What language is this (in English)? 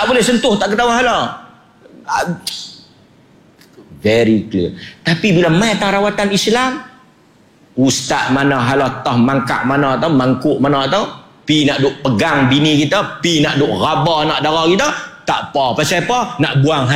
Malay